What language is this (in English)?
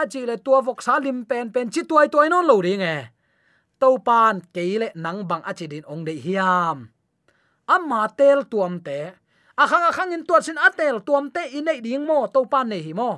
Tedim Chin